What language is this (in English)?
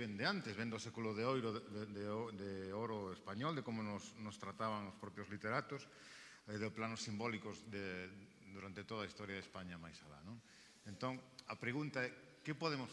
Galician